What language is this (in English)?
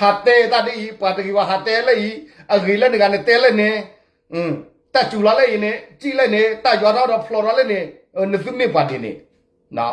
S'gaw Karen